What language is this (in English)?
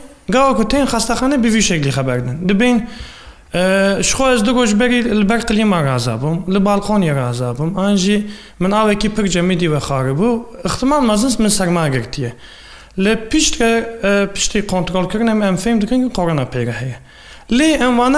Kurdish